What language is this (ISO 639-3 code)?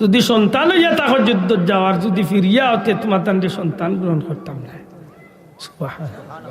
syl